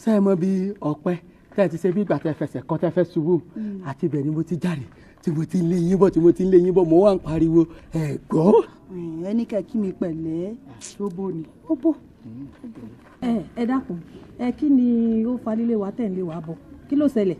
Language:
Yoruba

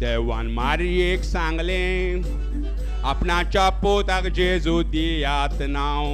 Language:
Konkani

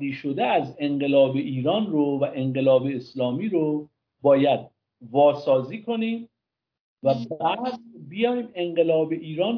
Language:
Persian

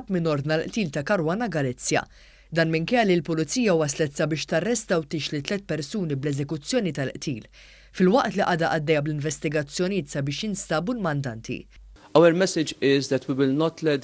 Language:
Maltese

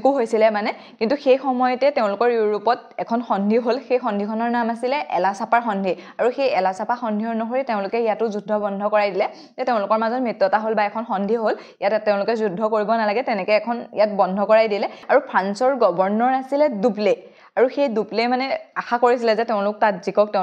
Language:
Assamese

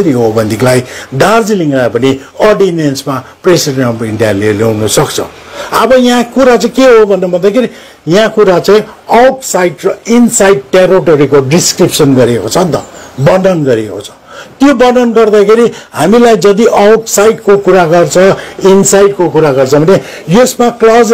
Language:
Nepali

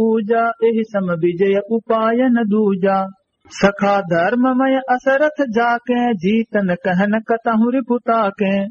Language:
Awadhi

